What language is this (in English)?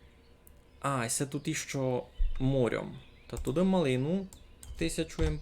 Rusyn